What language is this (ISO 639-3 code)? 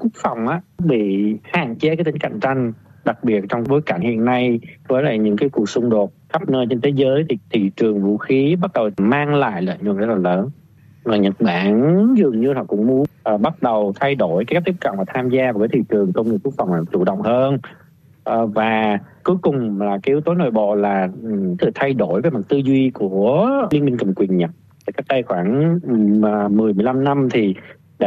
vie